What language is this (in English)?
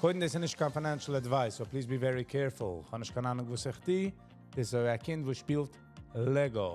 Yiddish